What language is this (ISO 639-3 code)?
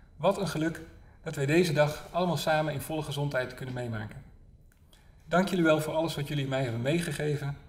nld